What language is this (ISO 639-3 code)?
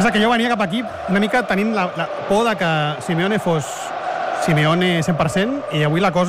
cat